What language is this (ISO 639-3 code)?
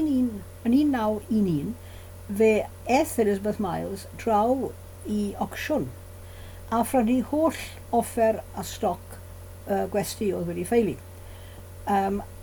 cym